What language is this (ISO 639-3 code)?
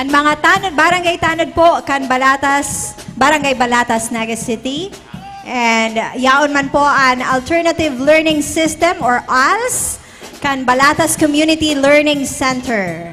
bik